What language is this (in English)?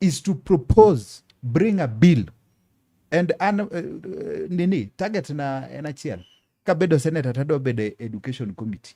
Luo (Kenya and Tanzania)